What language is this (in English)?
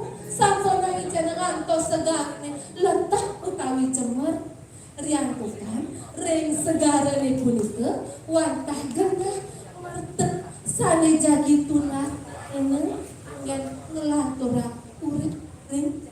Balinese